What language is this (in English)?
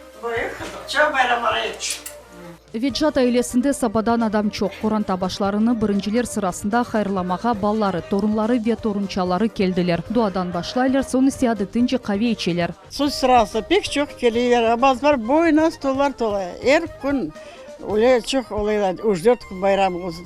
Crimean Tatar